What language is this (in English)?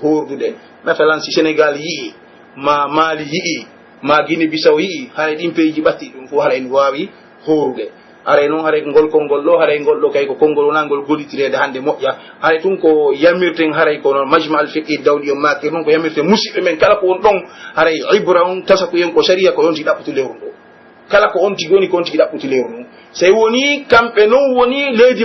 Pular